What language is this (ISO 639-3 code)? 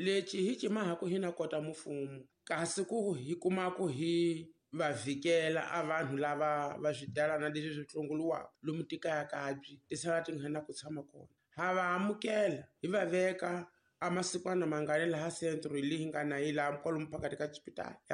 tso